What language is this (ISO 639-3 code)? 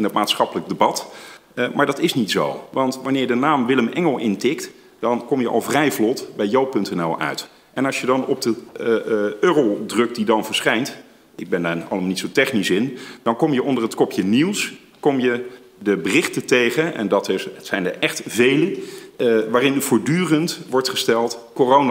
nld